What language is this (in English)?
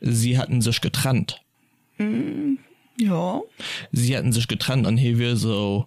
Luxembourgish